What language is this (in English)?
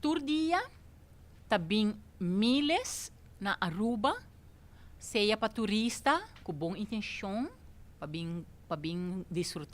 Papiamento